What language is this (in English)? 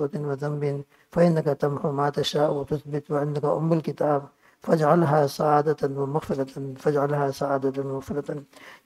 Urdu